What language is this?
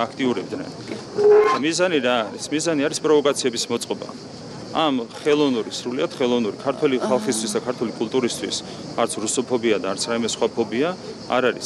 Georgian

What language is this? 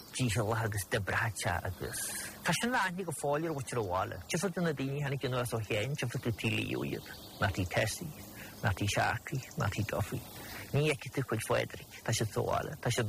Irish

